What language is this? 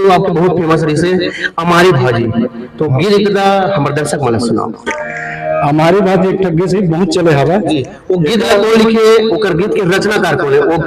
Chhattisgarhi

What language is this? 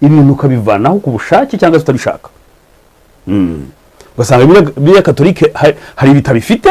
Kinyarwanda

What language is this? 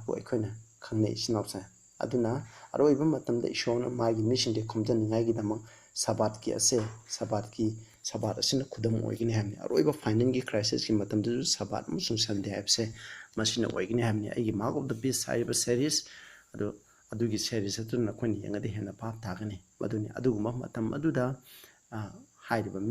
Manipuri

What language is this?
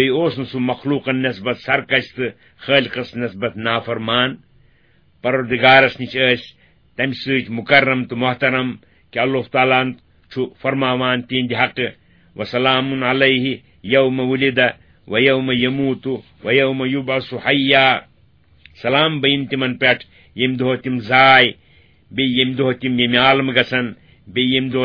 Kashmiri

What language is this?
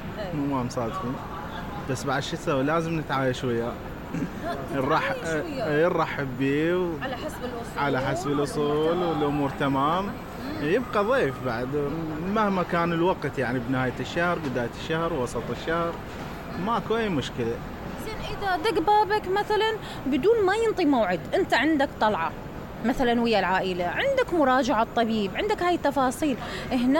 Mesopotamian Arabic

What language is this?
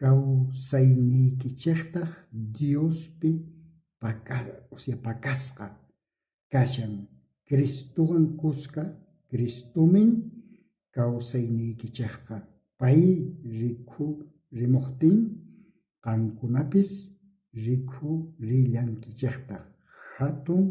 South Bolivian Quechua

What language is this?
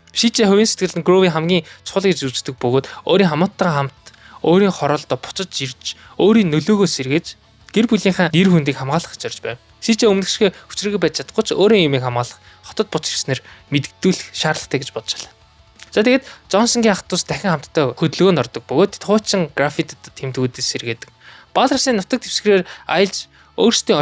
Mongolian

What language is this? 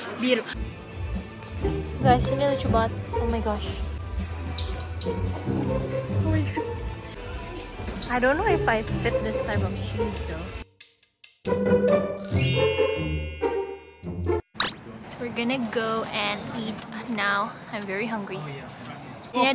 Indonesian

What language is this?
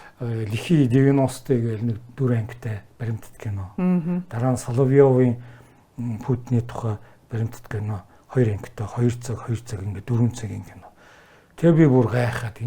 Mongolian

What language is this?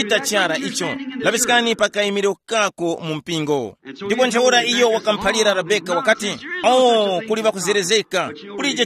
Tumbuka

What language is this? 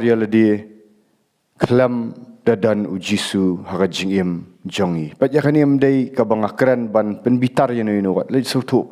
Khasi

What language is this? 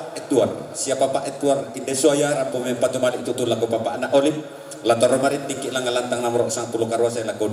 Toraja-Sa'dan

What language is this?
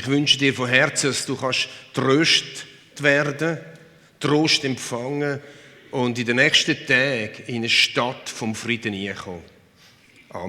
Swiss German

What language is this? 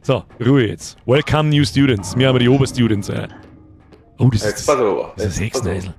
Bavarian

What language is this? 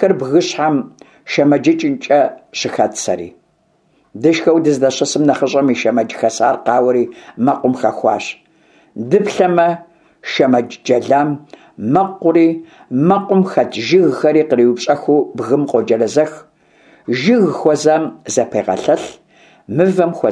Kabardian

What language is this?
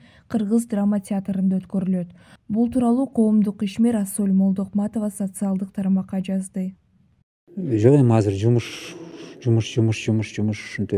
Kyrgyz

